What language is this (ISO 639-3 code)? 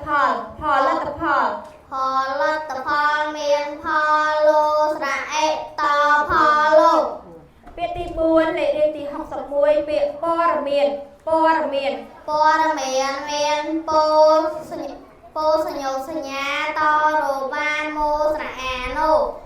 khm